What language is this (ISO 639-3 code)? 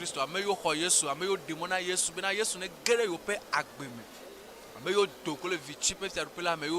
ewe